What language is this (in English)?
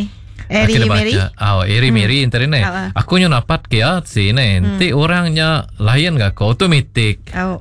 Iban